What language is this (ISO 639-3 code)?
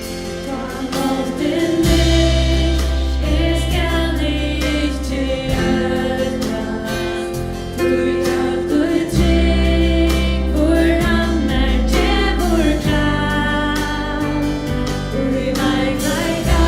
fao